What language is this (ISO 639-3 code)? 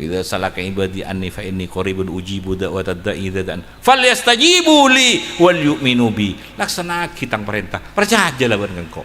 mad